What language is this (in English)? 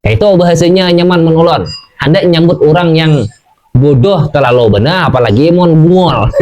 Banjar